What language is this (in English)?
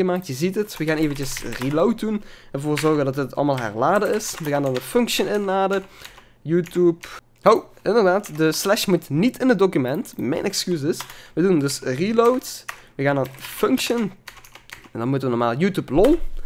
Dutch